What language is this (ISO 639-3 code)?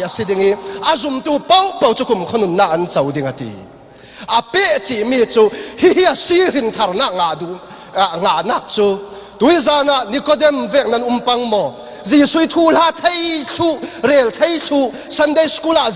cfm